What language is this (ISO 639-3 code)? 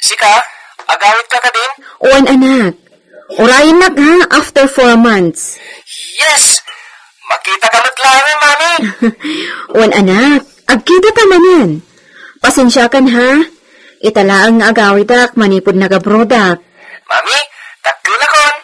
ilo